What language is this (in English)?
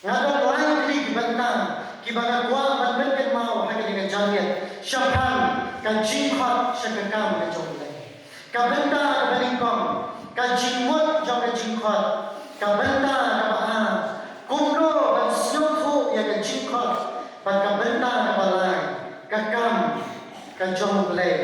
Khasi